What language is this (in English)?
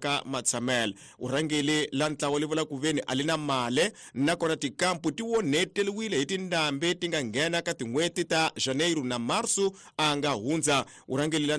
Tsonga